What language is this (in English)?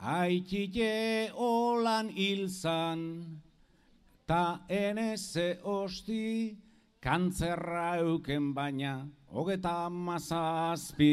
Basque